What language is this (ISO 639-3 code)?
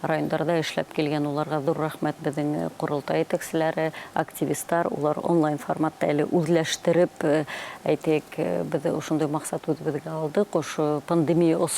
bak